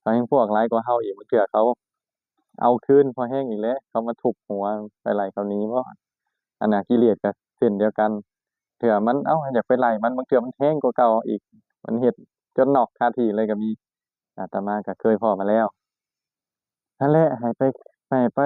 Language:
Lao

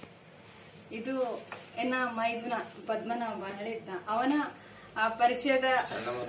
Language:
Kannada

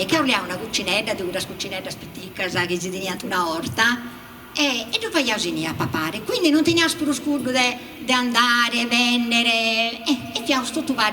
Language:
Sardinian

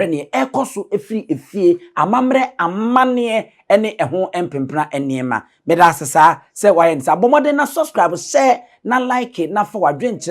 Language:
Akan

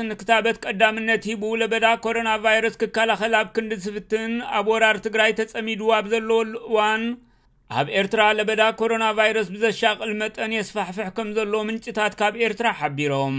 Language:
Tigrinya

